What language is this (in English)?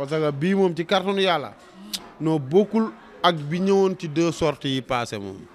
Wolof